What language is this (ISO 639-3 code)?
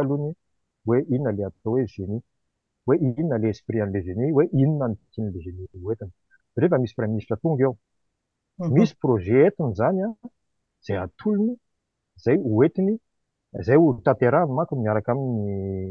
mlg